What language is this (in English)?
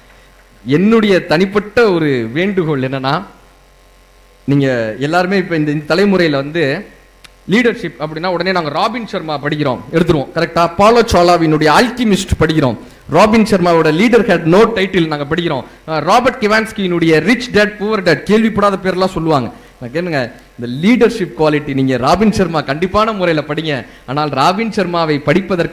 Tamil